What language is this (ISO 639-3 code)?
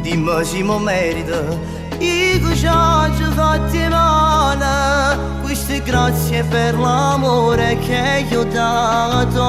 nap